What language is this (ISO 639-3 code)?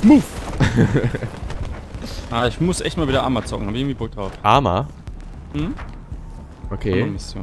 deu